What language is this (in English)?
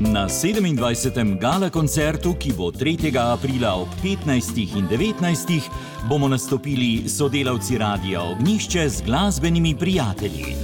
Slovenian